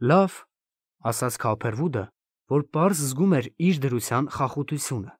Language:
Armenian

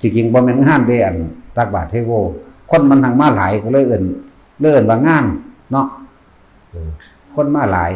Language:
Northeastern Thai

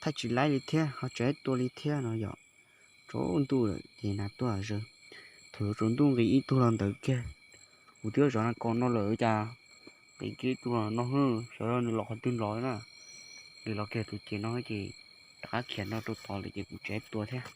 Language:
Hmong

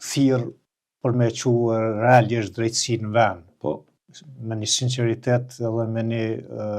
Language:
Albanian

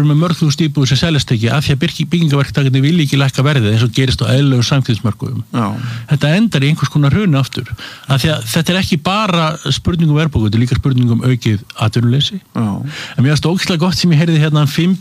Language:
Icelandic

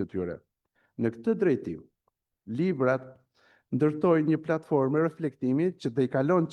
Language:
Albanian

